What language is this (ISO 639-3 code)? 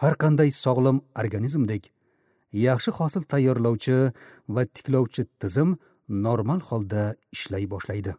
uzb